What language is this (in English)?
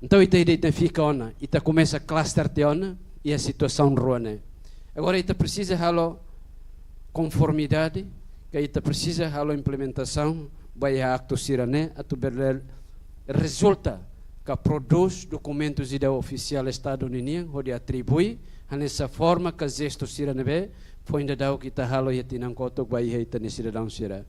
Tetum